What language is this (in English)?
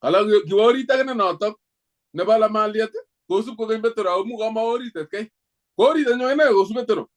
Kalenjin